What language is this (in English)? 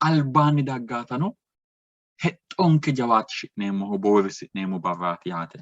Sidamo